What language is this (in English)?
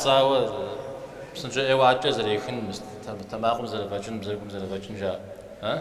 Kabardian